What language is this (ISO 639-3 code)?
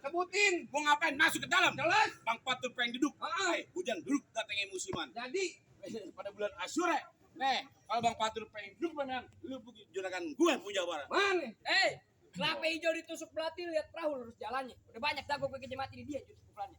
bew